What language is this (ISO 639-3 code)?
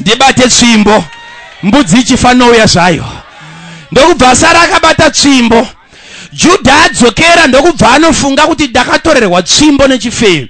sna